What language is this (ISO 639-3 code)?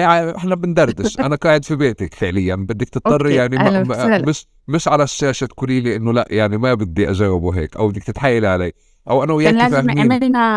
apc